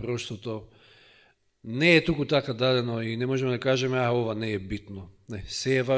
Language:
Macedonian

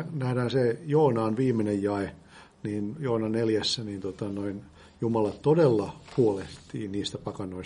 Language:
Finnish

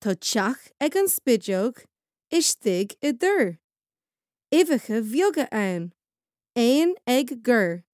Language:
Irish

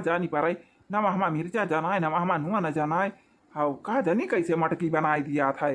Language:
Awadhi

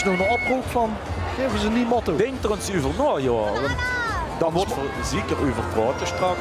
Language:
Limburgish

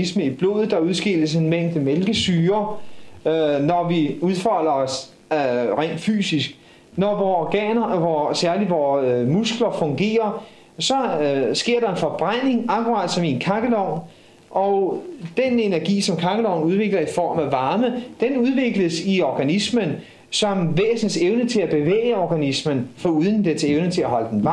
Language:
Danish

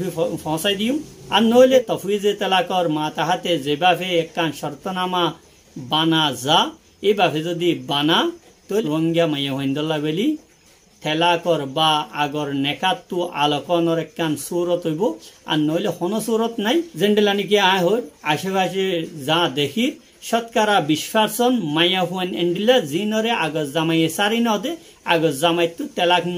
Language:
Rohingya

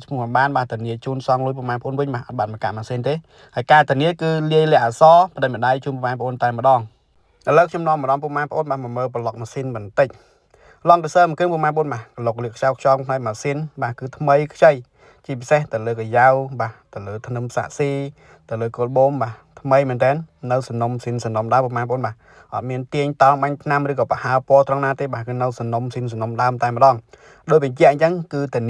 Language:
Khmer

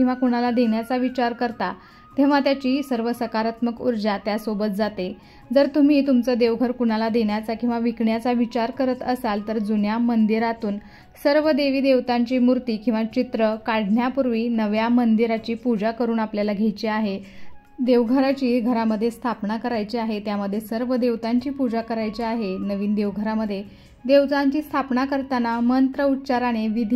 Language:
Marathi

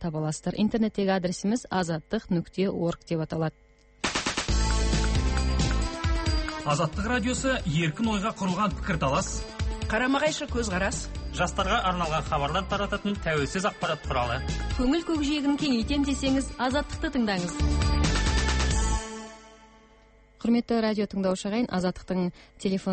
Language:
Kazakh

